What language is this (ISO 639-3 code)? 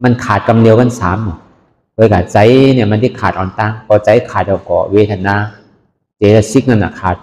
shn